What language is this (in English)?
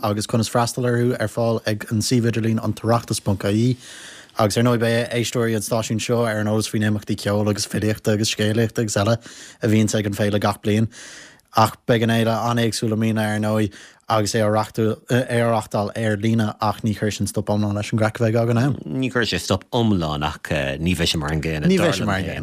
Irish